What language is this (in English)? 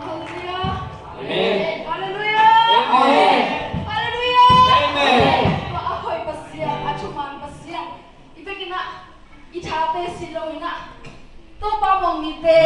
Tedim Chin